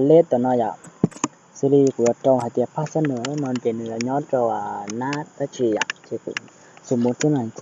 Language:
Hmong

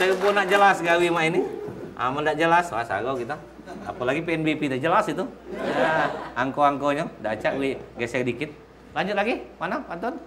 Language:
Musi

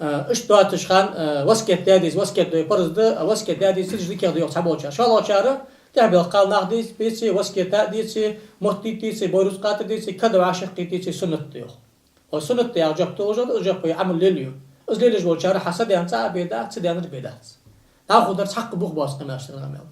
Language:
Ingush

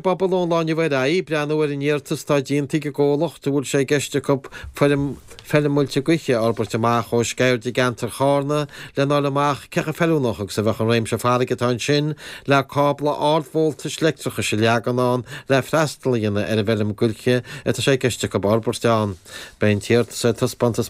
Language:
Irish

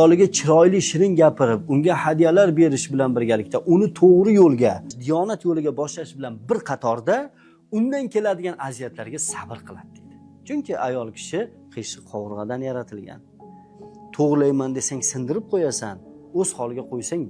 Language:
Uzbek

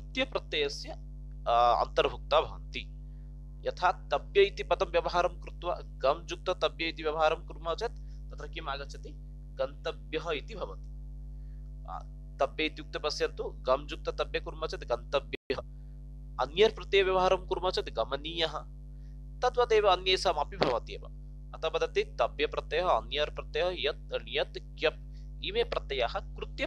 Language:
Sanskrit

